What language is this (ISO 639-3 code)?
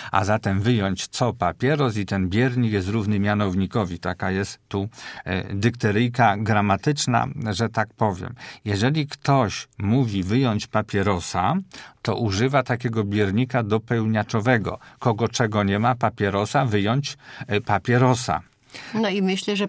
pol